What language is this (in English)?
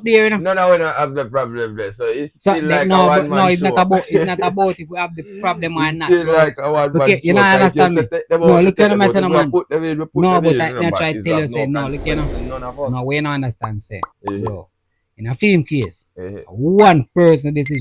Jamaican Creole English